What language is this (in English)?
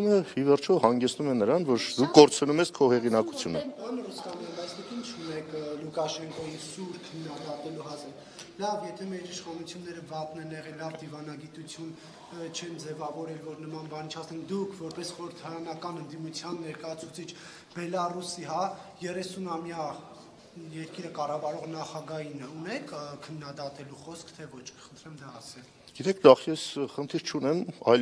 Armenian